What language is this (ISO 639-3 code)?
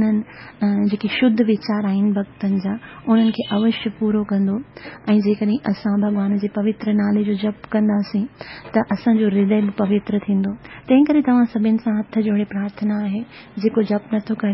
snd